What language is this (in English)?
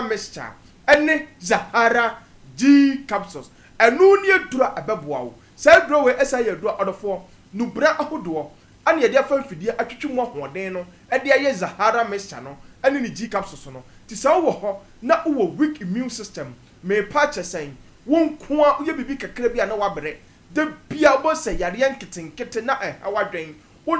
Akan